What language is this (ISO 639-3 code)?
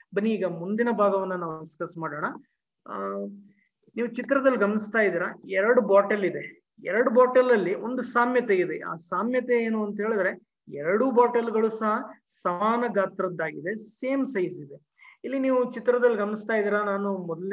kan